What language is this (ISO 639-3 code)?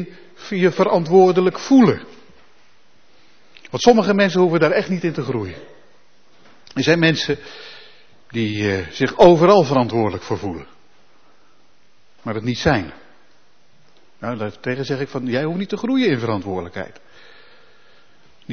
nld